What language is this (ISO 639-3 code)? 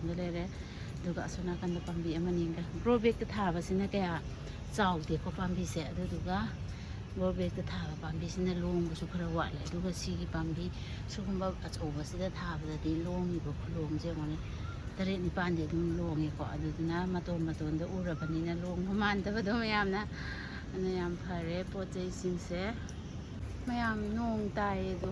mni